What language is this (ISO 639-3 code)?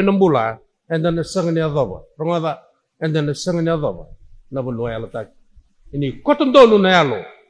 fij